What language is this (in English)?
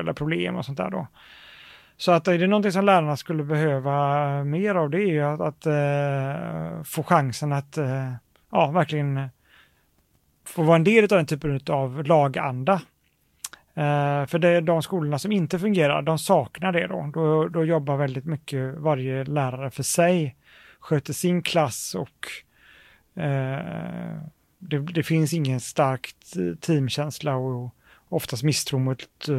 Swedish